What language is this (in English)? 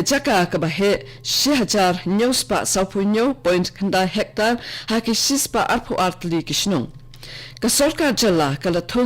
Khasi